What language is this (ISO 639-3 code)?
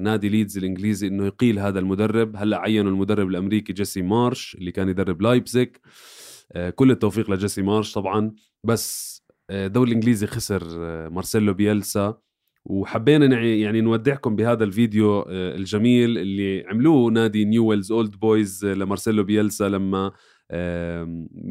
apc